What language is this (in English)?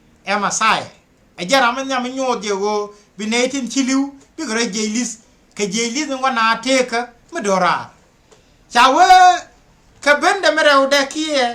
Nuer